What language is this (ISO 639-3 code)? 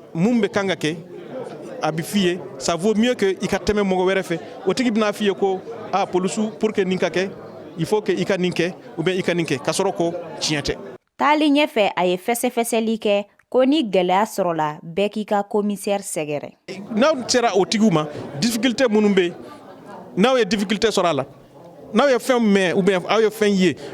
bam